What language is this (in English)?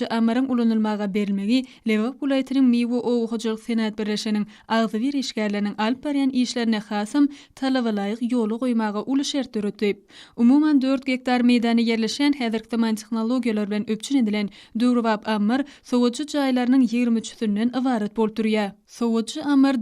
Turkmen